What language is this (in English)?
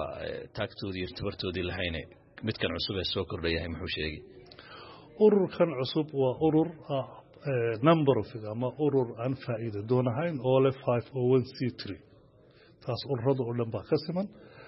Somali